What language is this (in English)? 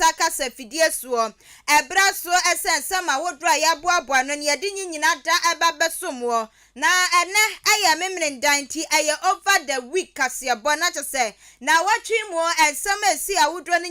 Akan